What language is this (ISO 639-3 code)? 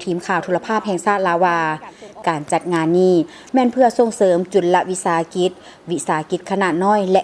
lao